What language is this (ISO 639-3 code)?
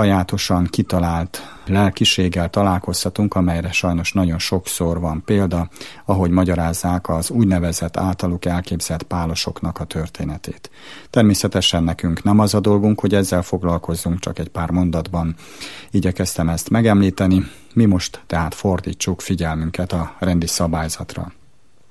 hun